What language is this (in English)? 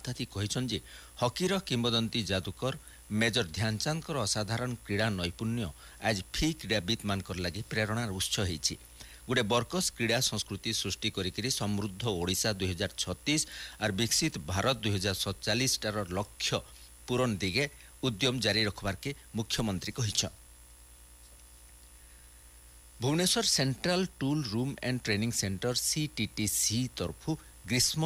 Odia